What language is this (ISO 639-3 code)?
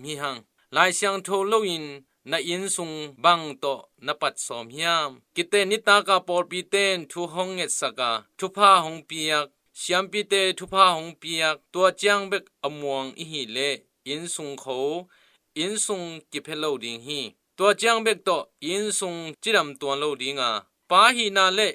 ctd